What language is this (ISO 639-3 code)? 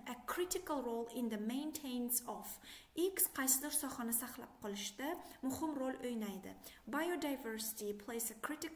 uzb